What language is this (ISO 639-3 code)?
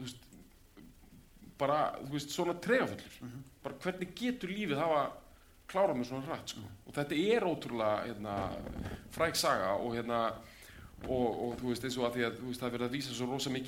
isl